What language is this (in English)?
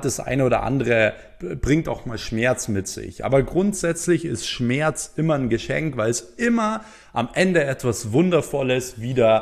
German